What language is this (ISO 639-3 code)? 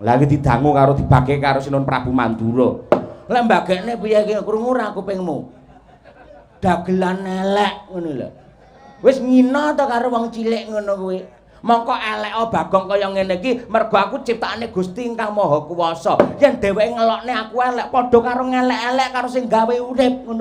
jav